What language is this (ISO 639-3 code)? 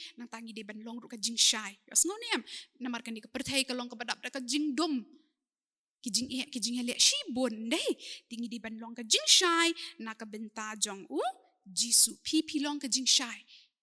kha